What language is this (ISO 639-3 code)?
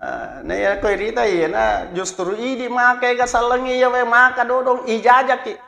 bug